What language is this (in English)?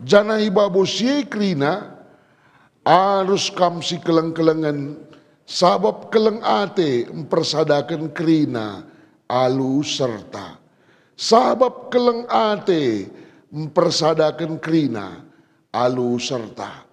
Batak Karo